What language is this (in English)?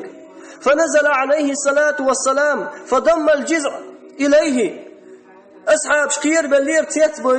Chechen